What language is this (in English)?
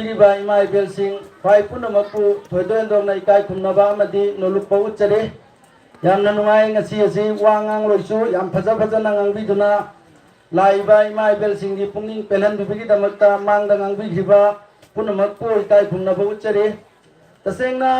Manipuri